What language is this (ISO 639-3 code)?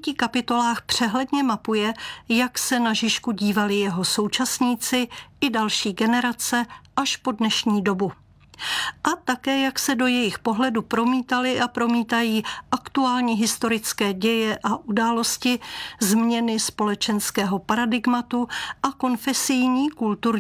ces